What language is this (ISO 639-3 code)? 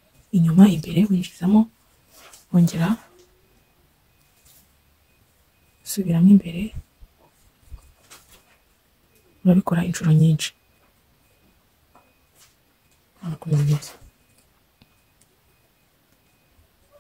kin